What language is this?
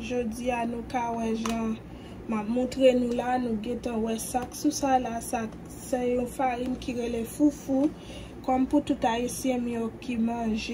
Haitian Creole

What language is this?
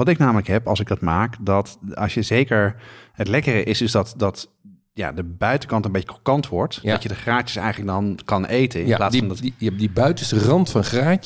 Dutch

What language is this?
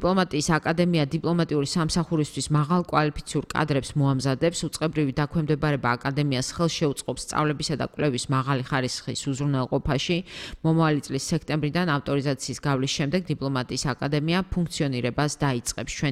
Georgian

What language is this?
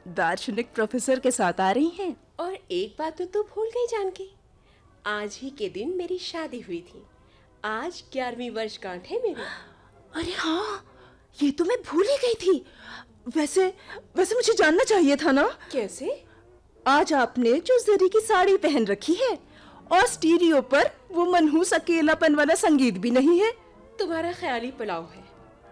Hindi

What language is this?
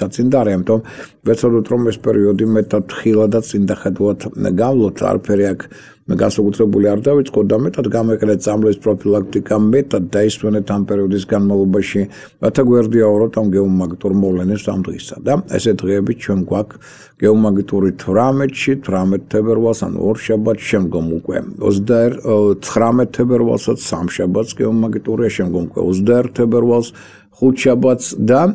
Georgian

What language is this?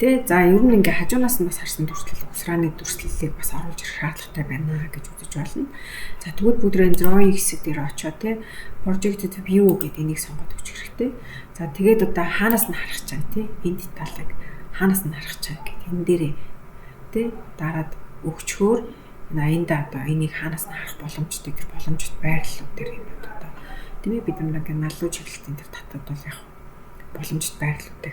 Mongolian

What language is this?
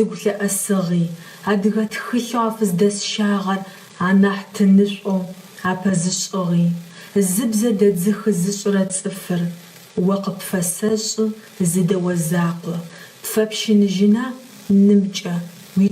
Adyghe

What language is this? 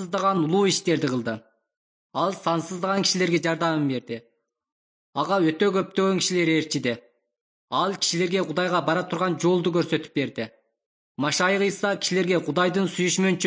Kyrgyz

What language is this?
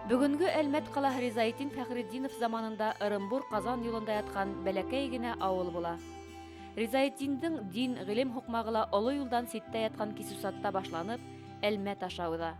Bashkir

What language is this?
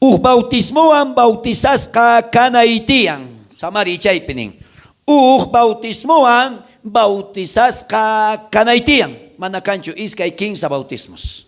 South Bolivian Quechua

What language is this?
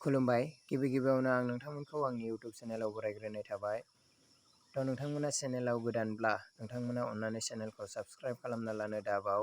Bodo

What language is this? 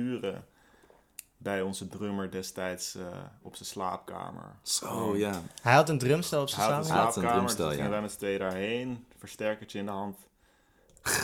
Dutch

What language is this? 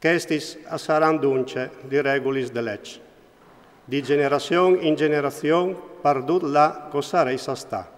Friulian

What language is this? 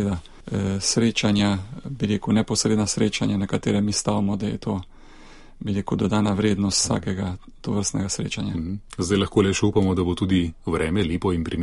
Slovenian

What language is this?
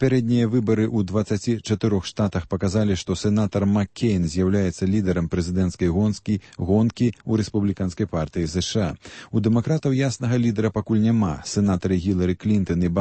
Belarusian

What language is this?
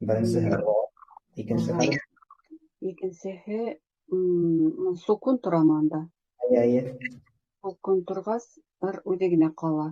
Bashkir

